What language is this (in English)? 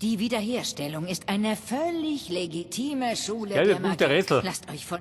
Bavarian